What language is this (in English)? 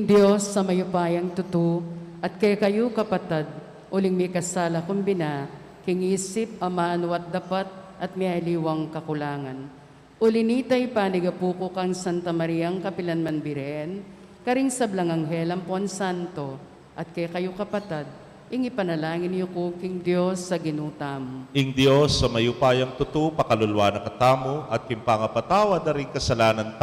Pampanga